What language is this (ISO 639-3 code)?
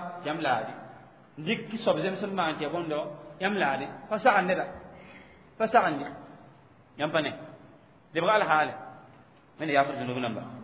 mos